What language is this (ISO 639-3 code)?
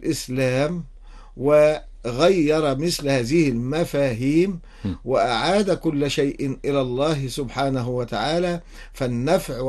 ara